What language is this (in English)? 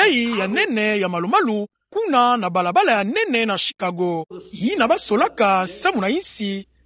Kituba (Democratic Republic of Congo)